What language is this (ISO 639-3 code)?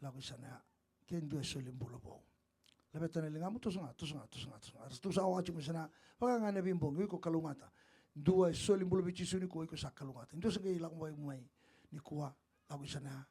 fij